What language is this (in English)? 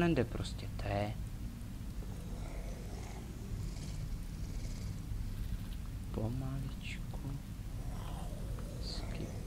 Czech